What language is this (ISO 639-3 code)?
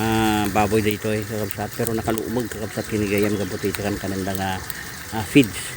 ilo